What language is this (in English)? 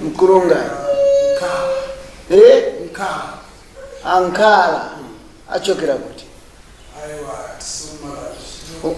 Shona